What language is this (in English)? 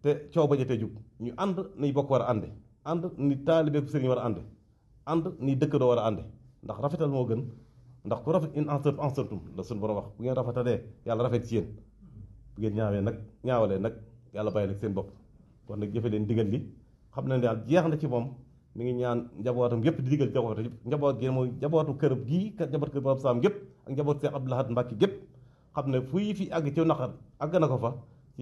Wolof